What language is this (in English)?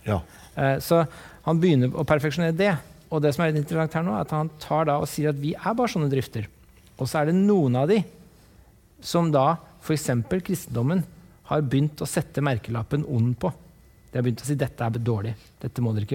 Norwegian